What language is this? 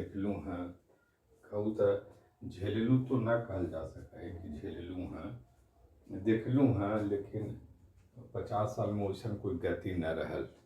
Magahi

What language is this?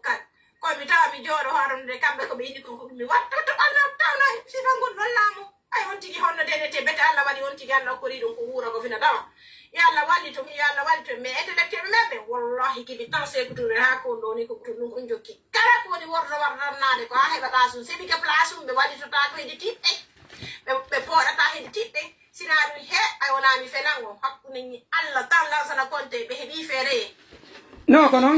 Pular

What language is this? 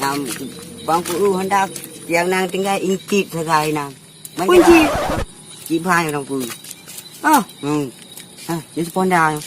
Achinese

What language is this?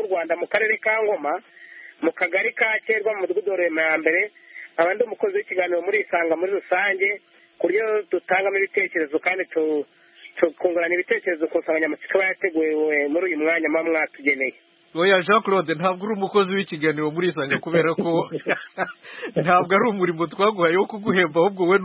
Kinyarwanda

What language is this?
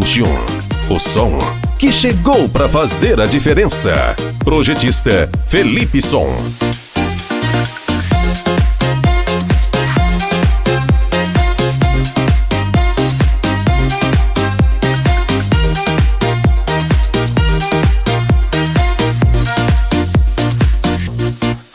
Portuguese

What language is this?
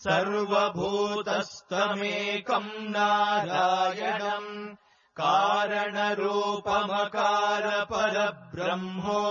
Sanskrit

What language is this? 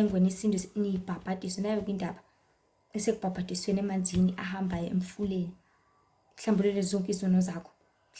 Zulu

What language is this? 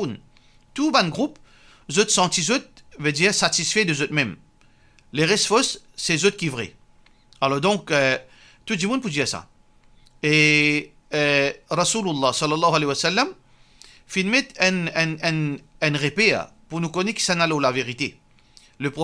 Morisyen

